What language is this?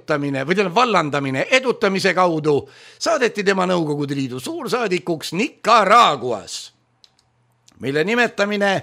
Estonian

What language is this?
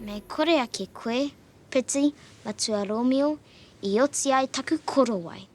Māori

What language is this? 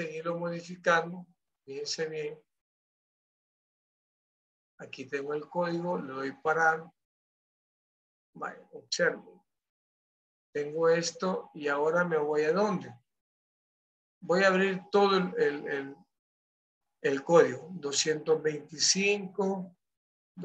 Spanish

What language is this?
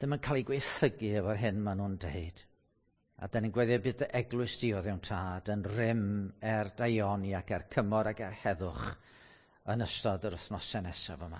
Welsh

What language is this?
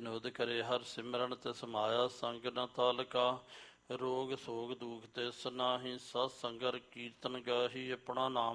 Punjabi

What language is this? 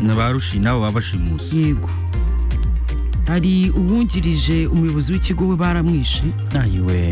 Kinyarwanda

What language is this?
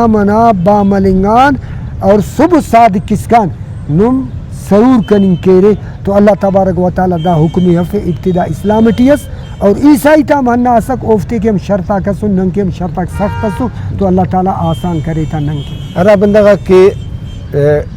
Brahui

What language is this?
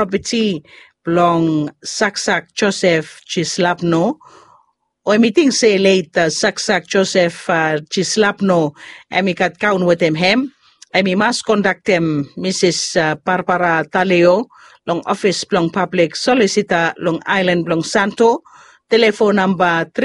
Bislama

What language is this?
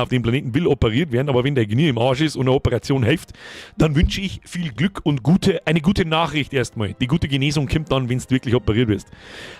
Bavarian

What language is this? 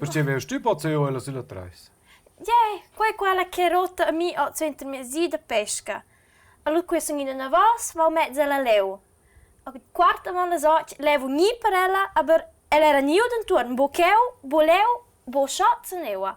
Romansh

